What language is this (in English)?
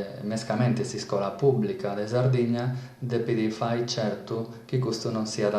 Sardinian